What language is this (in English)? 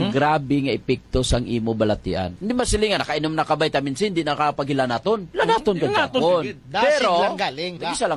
Hiligaynon